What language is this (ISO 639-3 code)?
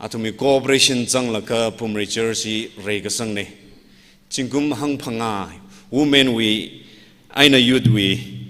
nmf